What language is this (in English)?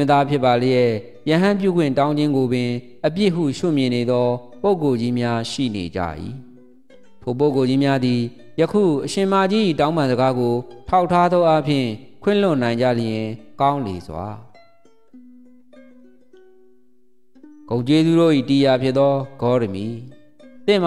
Burmese